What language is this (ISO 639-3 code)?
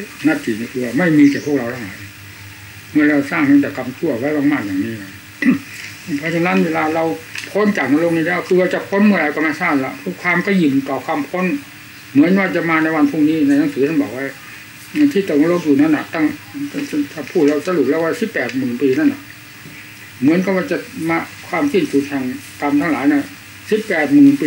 tha